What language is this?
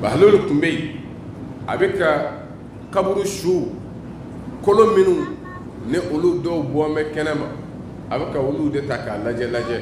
Bambara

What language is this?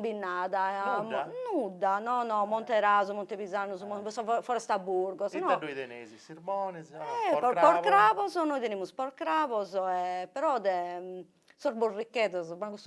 Sardinian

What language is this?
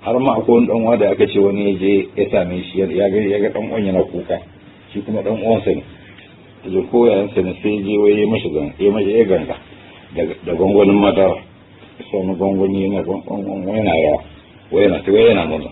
Hausa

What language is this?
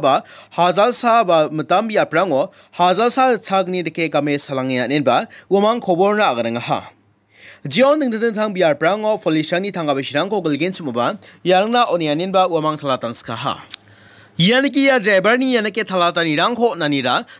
Garo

